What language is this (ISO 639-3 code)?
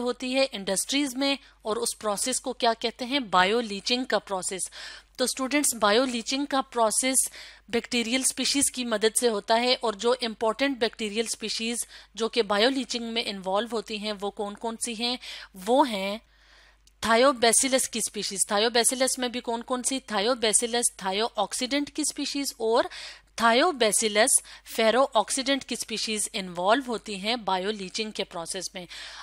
hin